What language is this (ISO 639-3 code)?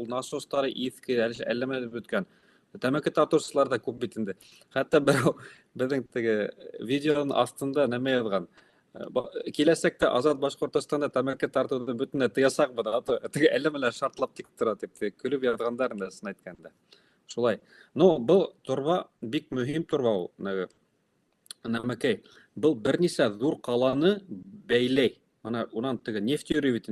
bak